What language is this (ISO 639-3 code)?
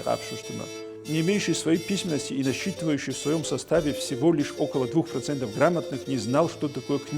kbd